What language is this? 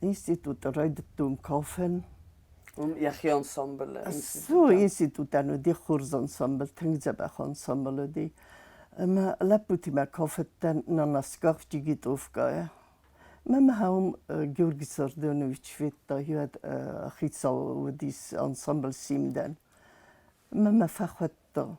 Ossetic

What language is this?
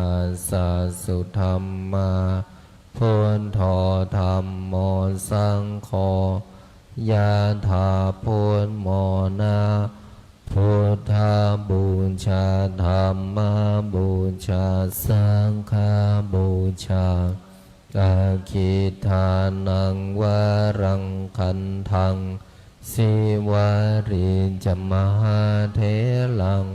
Pali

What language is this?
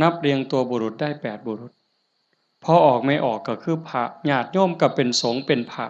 Northeastern Thai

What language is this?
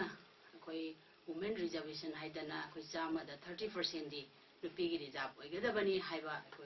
Manipuri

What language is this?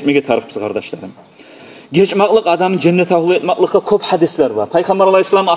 Kumyk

